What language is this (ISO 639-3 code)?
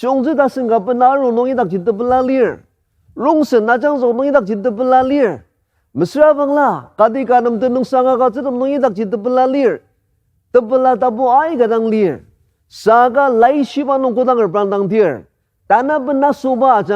njo